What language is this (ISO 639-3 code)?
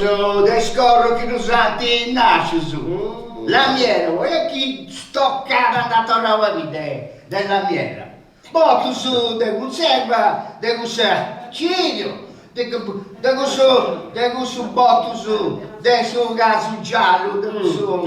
srd